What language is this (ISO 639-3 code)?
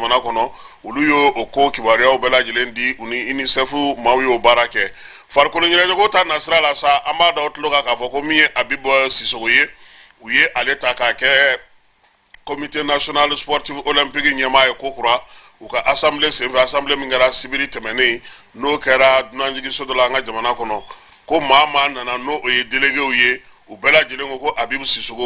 bam